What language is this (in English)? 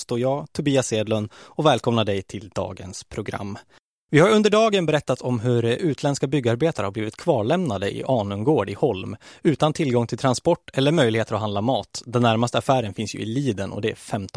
Swedish